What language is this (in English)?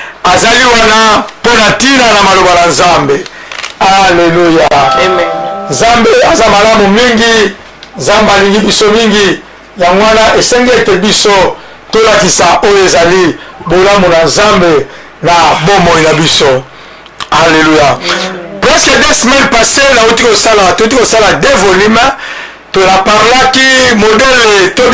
Lingala